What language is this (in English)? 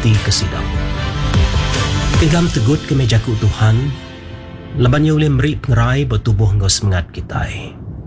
Iban